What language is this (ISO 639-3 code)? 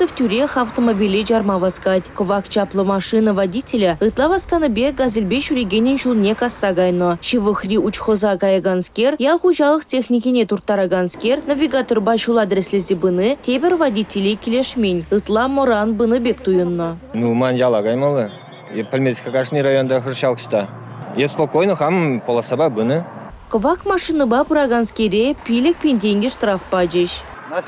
chv